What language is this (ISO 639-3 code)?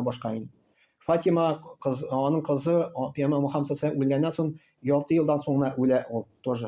tat